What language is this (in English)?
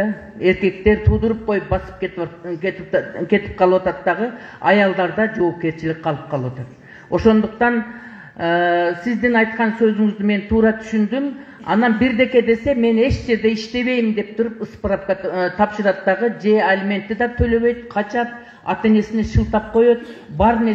Kyrgyz